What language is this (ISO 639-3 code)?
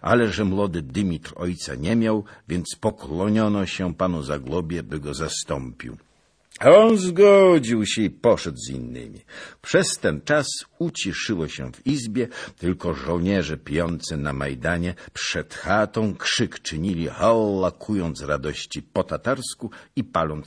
pol